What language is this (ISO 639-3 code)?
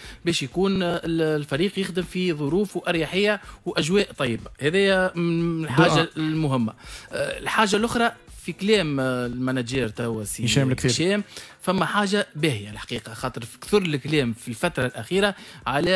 aeb